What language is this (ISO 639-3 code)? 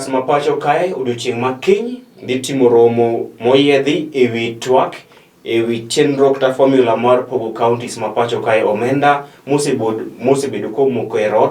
luo